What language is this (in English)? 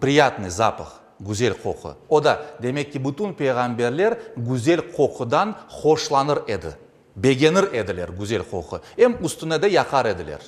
Crimean Tatar